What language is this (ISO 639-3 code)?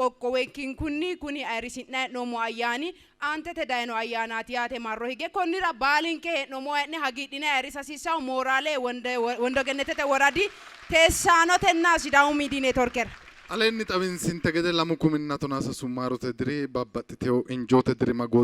sid